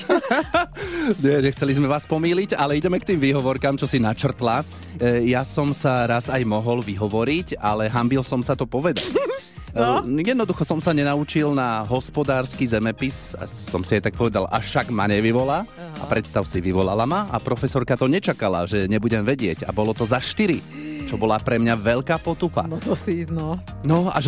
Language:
Slovak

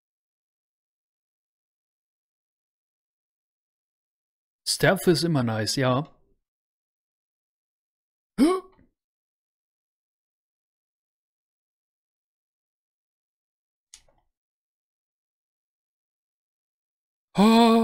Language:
German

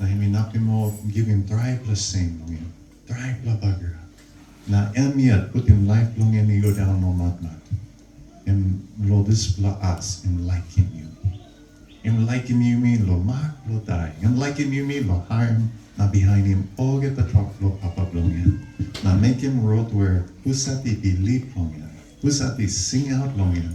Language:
Tok Pisin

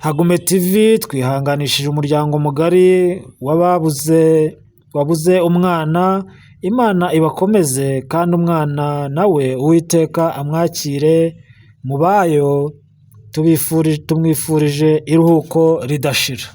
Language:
Kinyarwanda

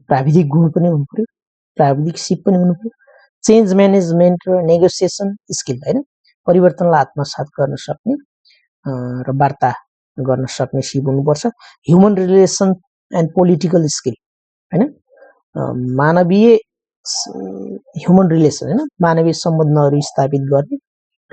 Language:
Nepali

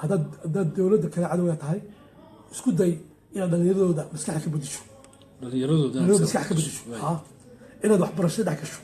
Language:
Somali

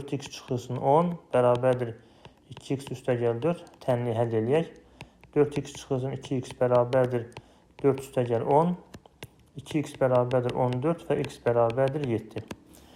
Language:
Azerbaijani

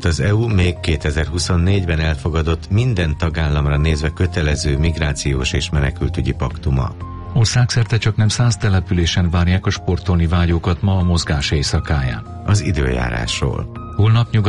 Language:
Hungarian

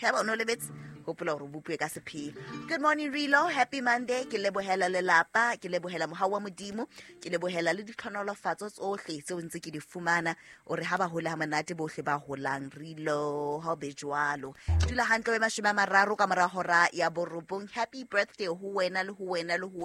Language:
Southern Sotho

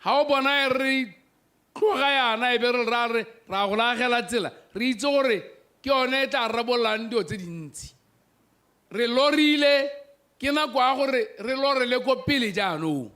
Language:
Tswana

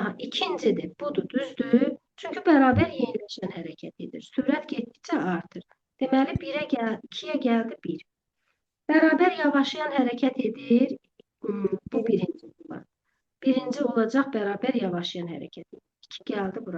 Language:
Azerbaijani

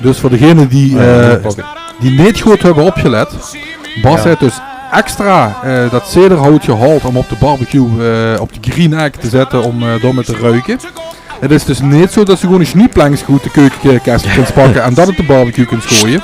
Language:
Limburgish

